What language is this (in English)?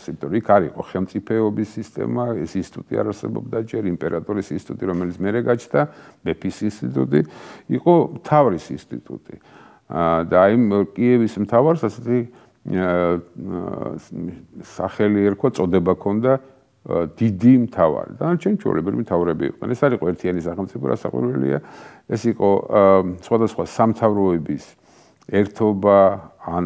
Georgian